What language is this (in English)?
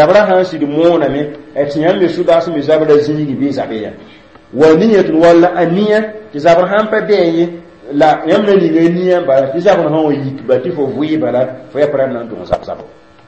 Mossi